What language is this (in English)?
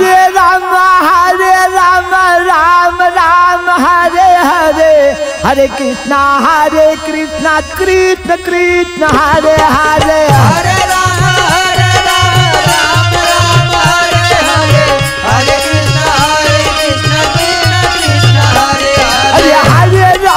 Bhojpuri